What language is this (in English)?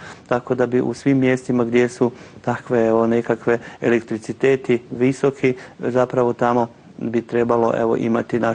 Croatian